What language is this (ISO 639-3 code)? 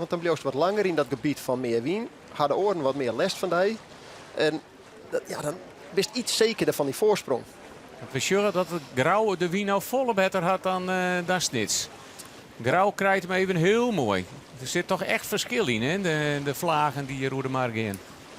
fry